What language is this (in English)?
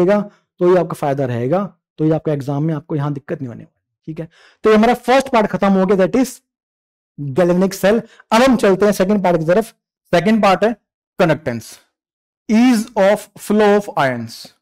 Hindi